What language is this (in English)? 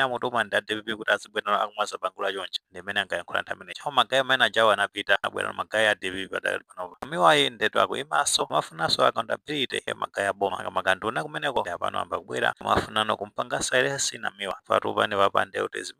Nyanja